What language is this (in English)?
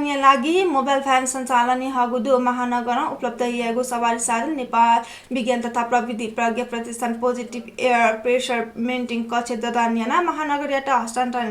Newari